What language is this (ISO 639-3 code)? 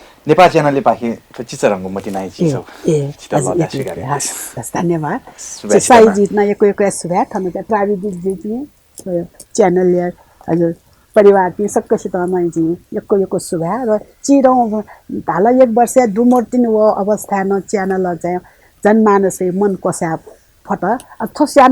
new